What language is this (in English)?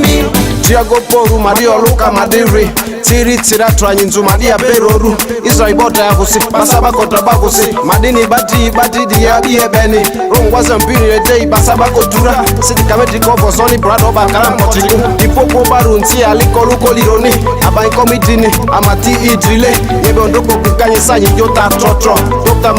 Ma'di